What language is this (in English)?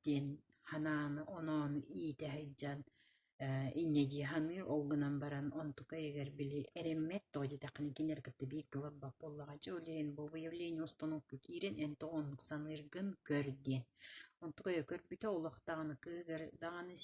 Yakut